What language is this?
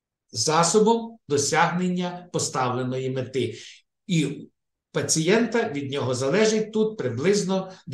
Ukrainian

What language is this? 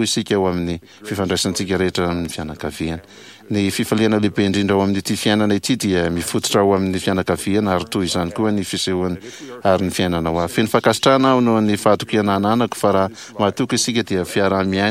Malagasy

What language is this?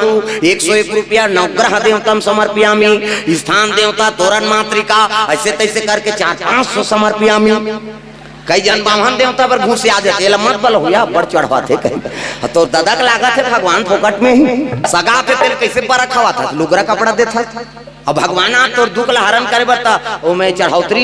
Chhattisgarhi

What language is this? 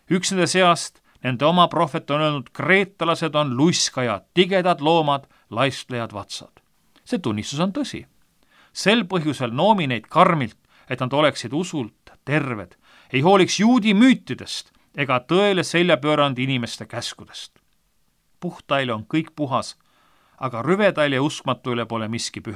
Estonian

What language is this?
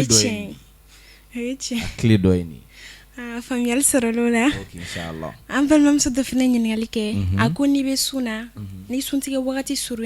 Bambara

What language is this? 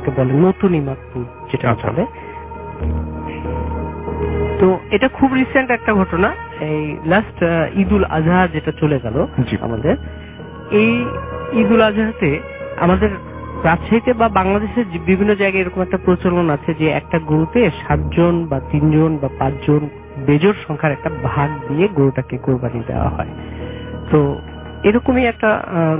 Bangla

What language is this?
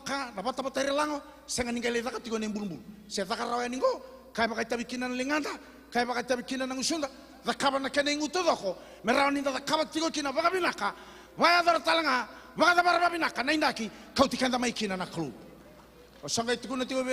Fijian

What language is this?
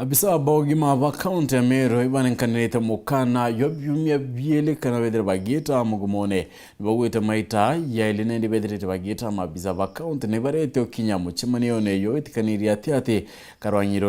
Meru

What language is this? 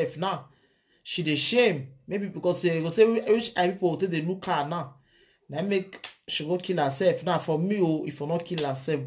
Nigerian Pidgin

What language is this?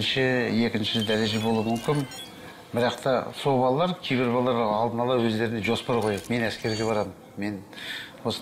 Kazakh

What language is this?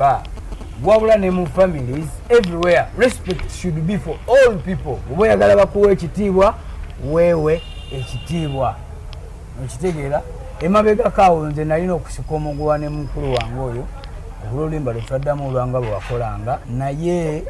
Ganda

